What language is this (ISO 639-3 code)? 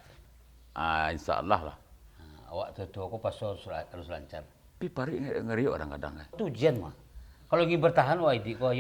min